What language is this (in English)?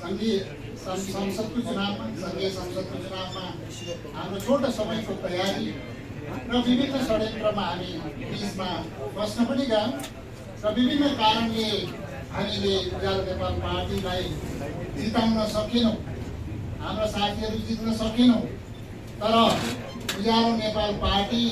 Nepali